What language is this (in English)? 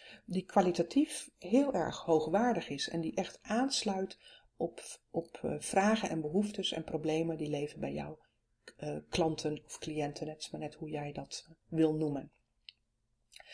Dutch